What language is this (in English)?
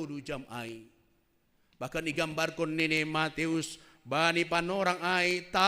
Batak Simalungun